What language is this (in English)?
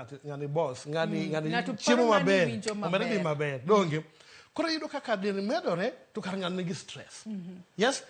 Luo (Kenya and Tanzania)